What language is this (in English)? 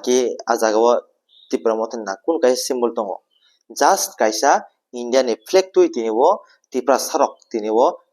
Kok Borok